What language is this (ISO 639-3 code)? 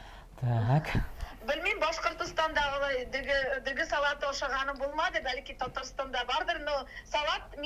tat